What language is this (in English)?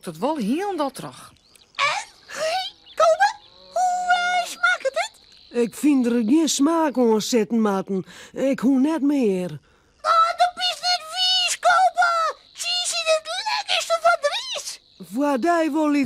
Western Frisian